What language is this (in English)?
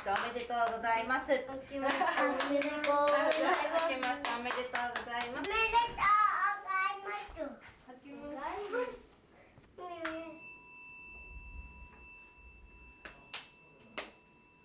Japanese